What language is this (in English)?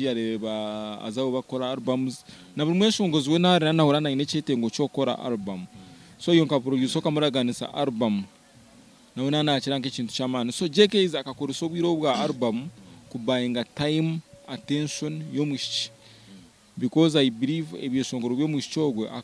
Nyankole